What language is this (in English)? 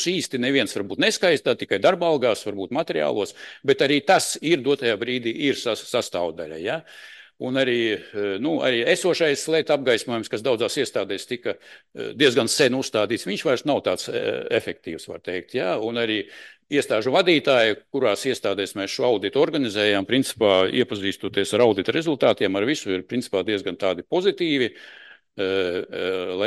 Latvian